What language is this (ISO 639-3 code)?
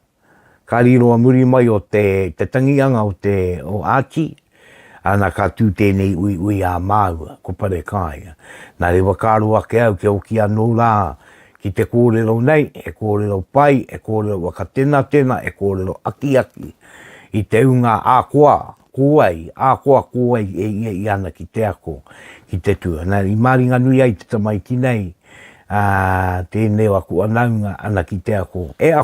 mri